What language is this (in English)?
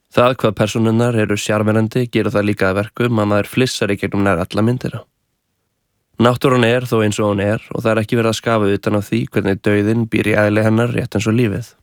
Icelandic